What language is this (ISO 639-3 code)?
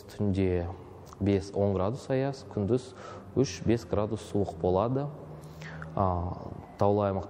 kaz